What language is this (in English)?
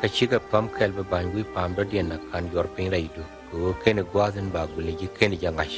Nuer